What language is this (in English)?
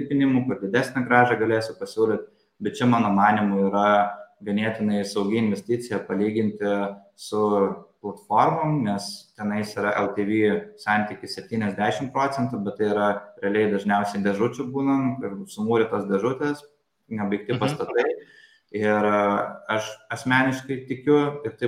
Lithuanian